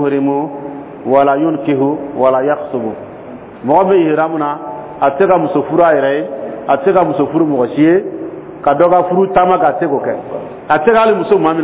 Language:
Dyula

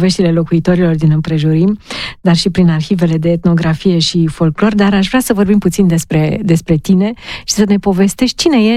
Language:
Romanian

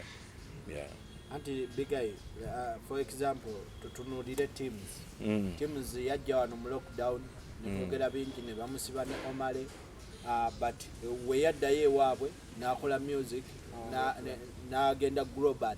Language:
Ganda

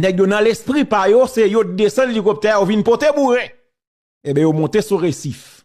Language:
Haitian Creole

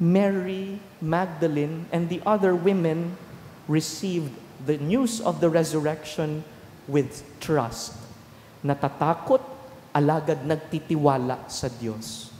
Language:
Bikol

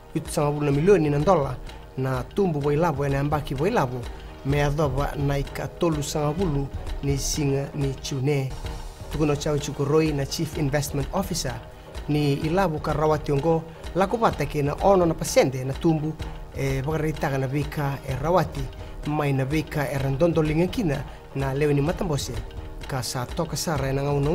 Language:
Fijian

